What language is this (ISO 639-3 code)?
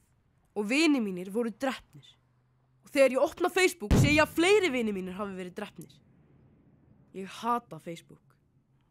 isl